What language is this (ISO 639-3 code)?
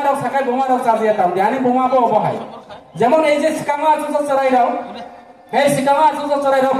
ria